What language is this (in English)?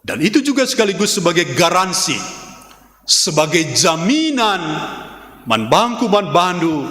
Batak Karo